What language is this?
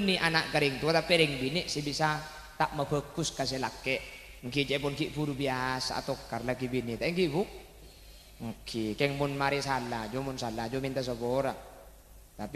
Madurese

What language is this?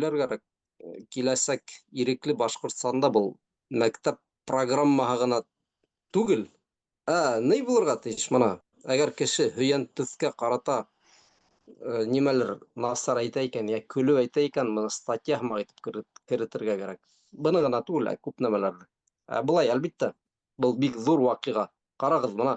Bashkir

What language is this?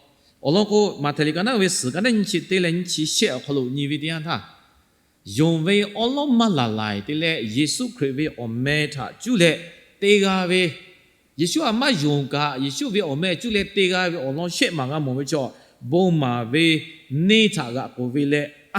Lahu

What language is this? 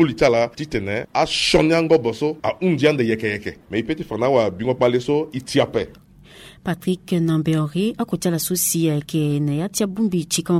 Sango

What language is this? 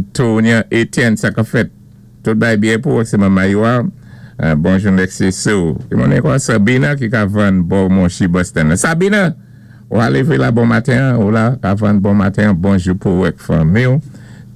Saint Lucian Creole French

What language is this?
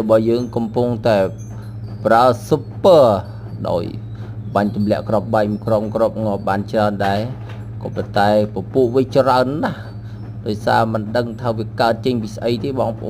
Khmer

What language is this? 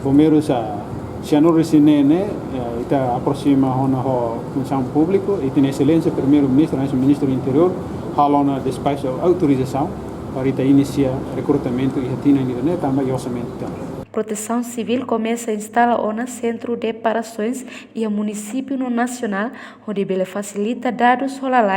Tetum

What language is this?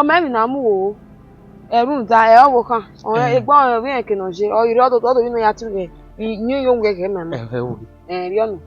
Bini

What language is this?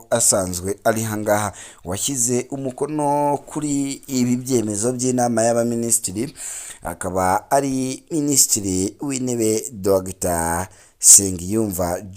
Kinyarwanda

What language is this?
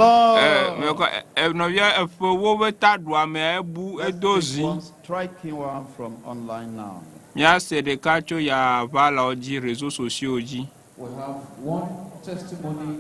Ewe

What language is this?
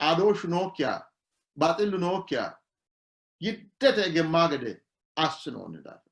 Sidamo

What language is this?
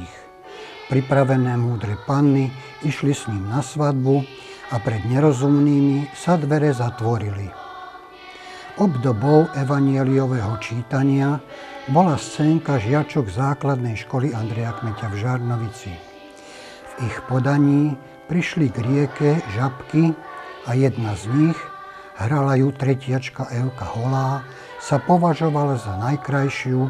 Slovak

